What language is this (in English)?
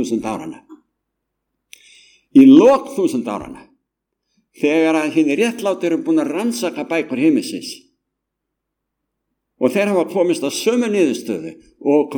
Icelandic